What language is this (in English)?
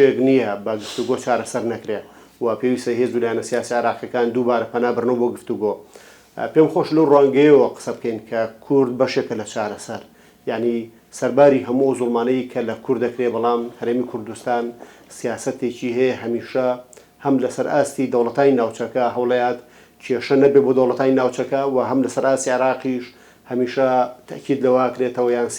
Central Kurdish